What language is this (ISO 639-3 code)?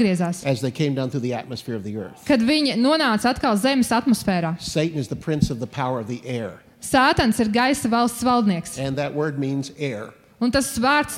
lav